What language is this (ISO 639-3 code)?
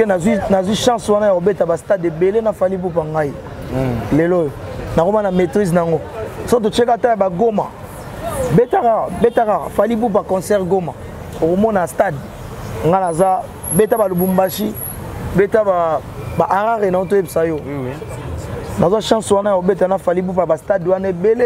lin